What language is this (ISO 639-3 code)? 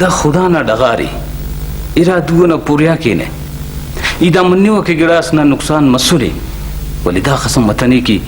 brh